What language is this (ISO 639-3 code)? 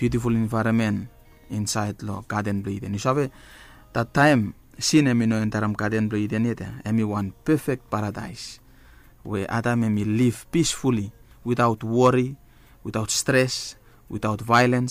bis